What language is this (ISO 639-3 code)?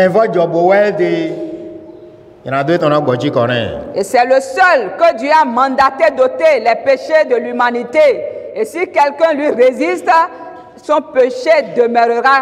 fra